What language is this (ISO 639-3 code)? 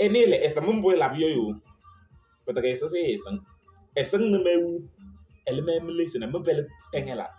kbp